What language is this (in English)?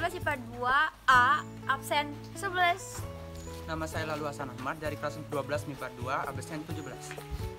Sasak